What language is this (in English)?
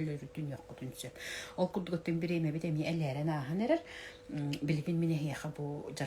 Yakut